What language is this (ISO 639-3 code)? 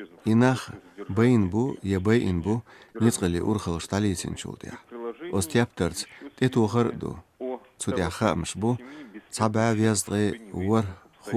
che